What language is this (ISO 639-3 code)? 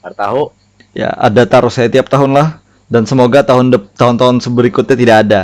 bjn